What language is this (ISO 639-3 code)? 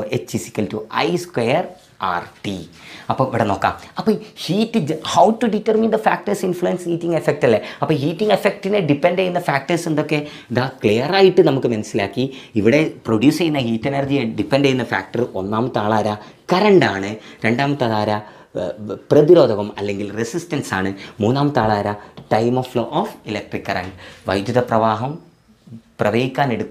mal